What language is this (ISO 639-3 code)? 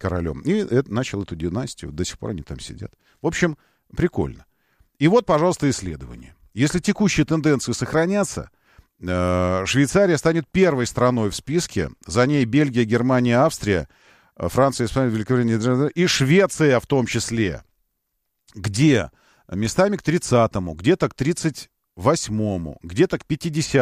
rus